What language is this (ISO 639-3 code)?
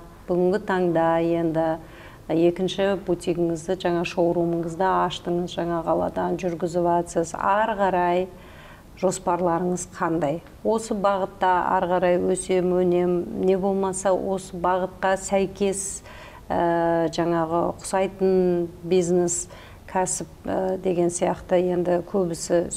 kaz